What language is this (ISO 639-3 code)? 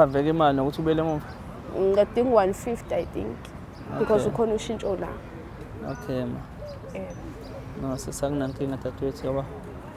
zul